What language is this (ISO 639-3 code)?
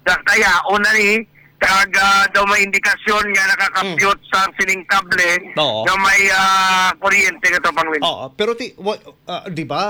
hil